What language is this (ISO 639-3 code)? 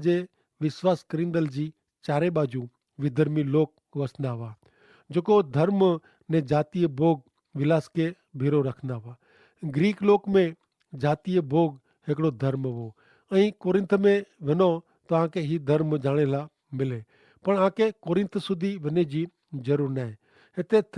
kfr